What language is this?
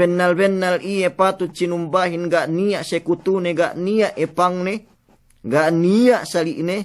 Yakan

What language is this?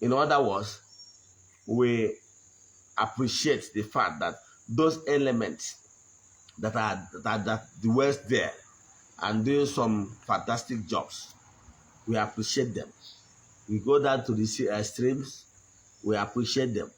Igbo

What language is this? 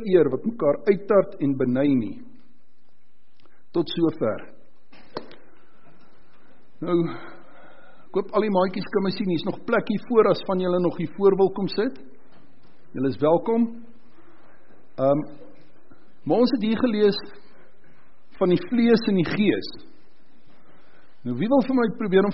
Afrikaans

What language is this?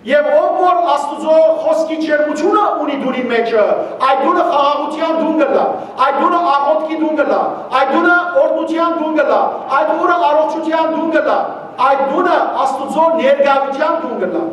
Western Armenian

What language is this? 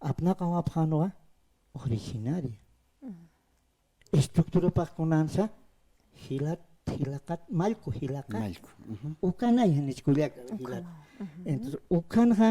Aymara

